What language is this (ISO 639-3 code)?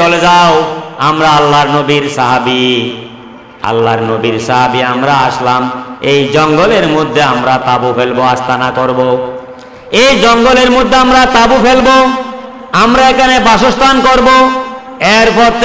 ben